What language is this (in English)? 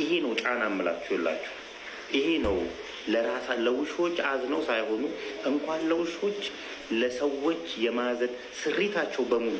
Amharic